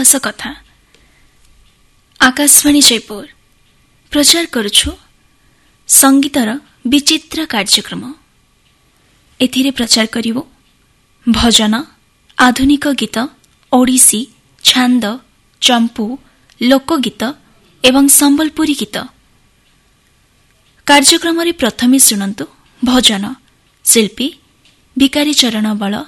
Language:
Odia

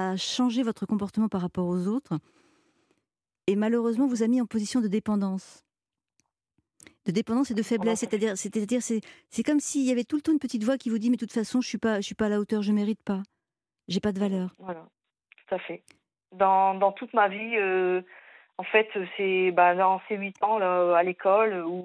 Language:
French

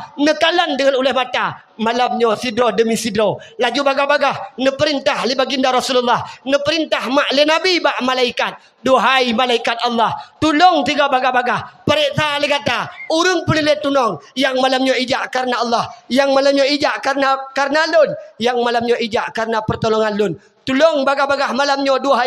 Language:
Achinese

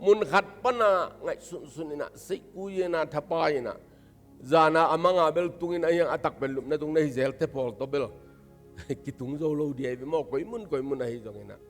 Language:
Tedim Chin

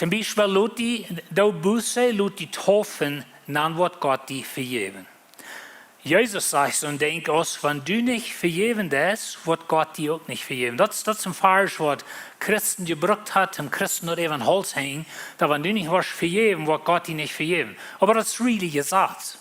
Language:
Plautdietsch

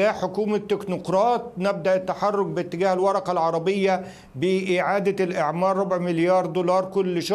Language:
Arabic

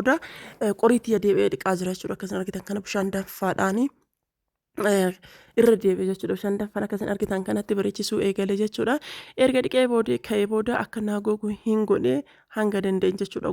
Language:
Oromo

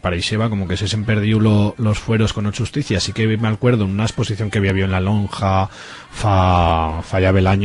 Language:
Aragonese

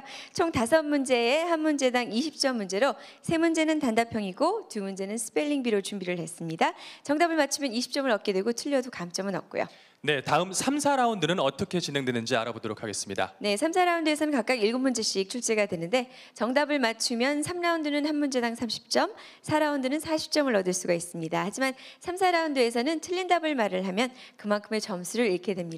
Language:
Korean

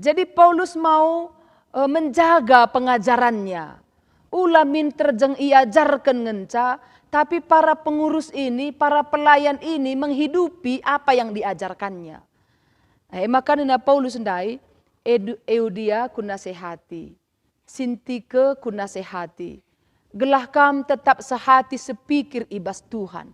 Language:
Batak Karo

